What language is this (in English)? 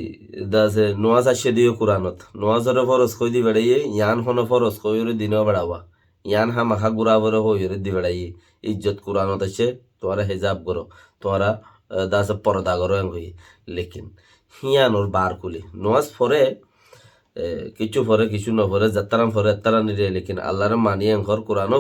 Rohingya